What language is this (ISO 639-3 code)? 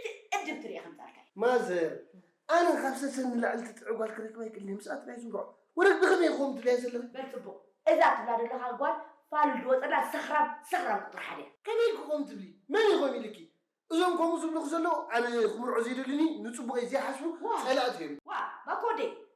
tir